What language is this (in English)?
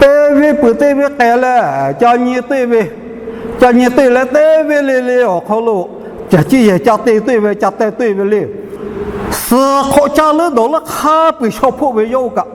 Lahu